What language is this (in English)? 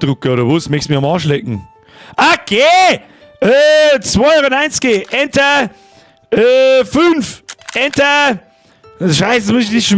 Bavarian